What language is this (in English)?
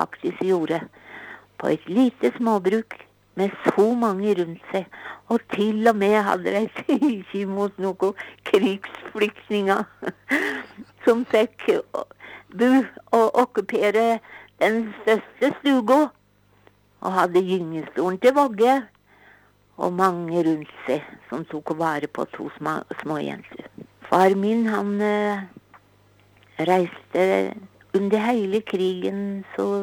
Norwegian